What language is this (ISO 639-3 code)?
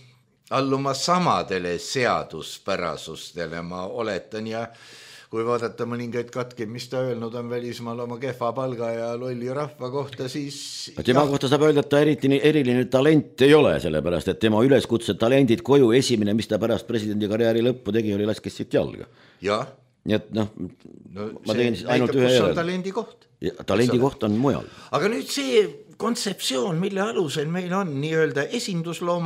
est